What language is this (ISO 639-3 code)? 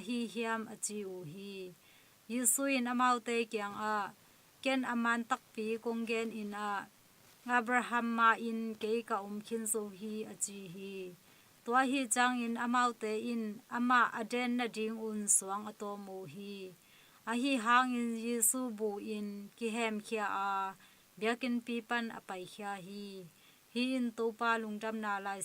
ctd